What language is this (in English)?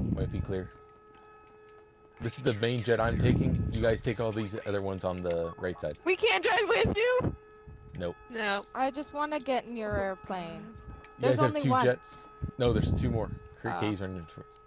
English